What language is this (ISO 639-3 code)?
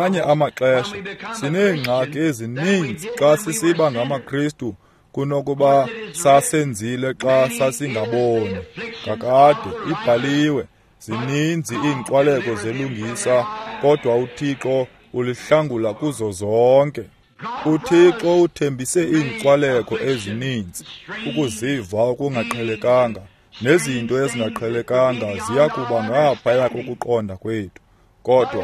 xho